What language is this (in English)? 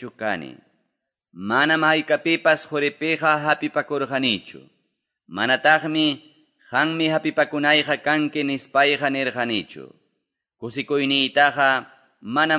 Quechua